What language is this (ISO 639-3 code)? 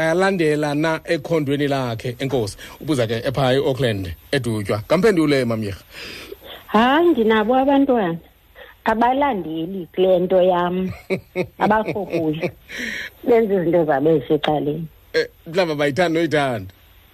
xho